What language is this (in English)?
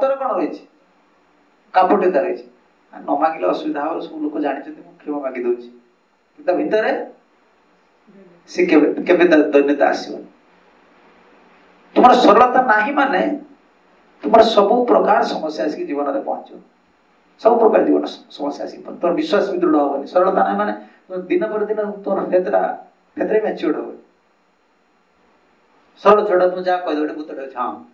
Odia